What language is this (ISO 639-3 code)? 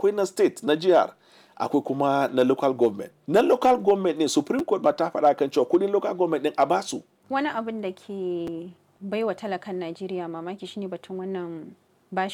hau